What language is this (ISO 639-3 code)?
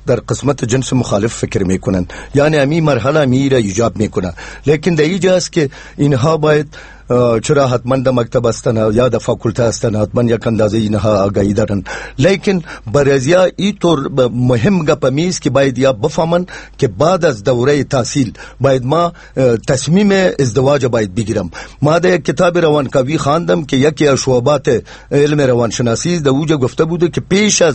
fas